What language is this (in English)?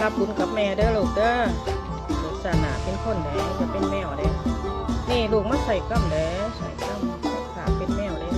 Northeastern Thai